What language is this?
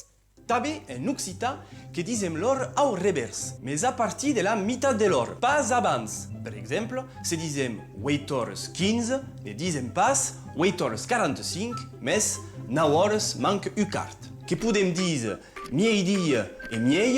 Occitan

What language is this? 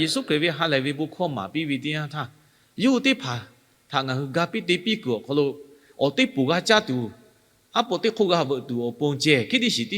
Lahu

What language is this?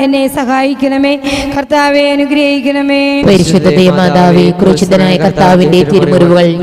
Malayalam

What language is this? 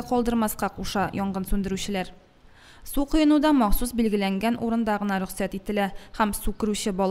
Tatar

